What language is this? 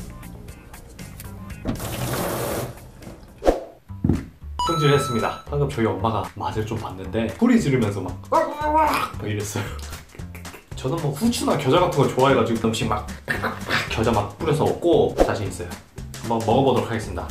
Korean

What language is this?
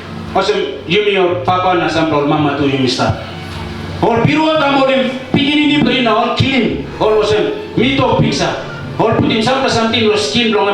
Tok Pisin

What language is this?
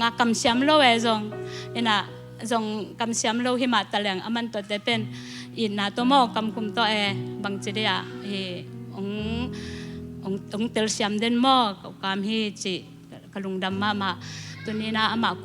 Tedim Chin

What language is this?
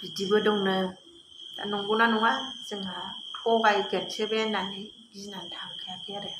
Bodo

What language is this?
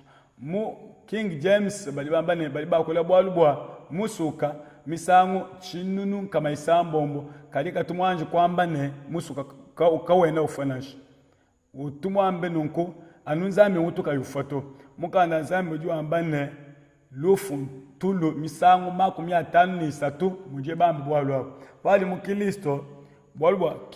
Luba-Lulua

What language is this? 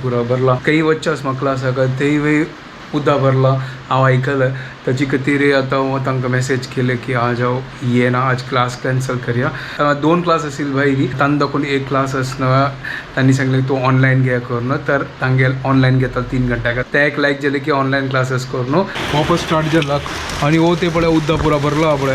Konkani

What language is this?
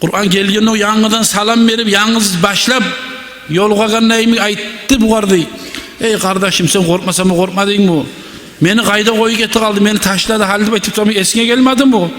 Kumyk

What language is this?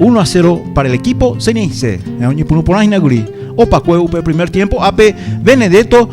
Guarani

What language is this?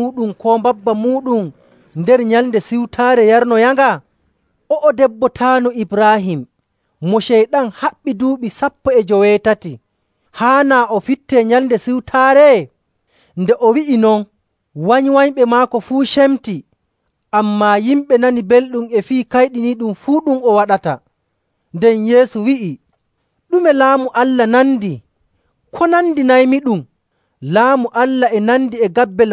Nigerian Fulfulde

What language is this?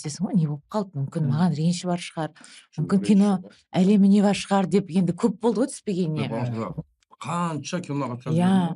Kazakh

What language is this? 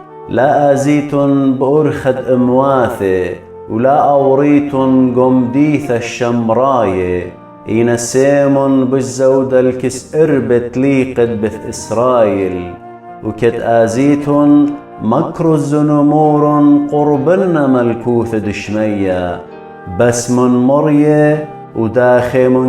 Assyrian Neo-Aramaic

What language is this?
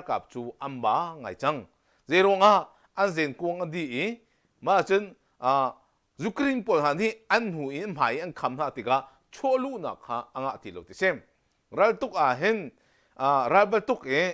Hakha Chin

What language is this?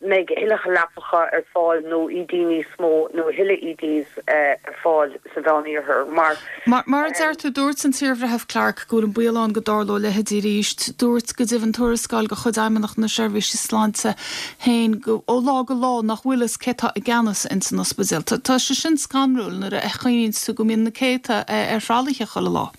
Irish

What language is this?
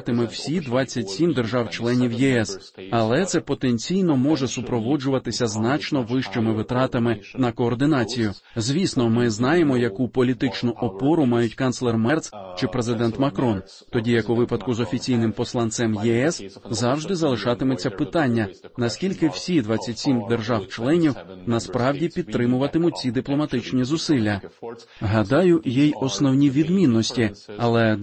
Ukrainian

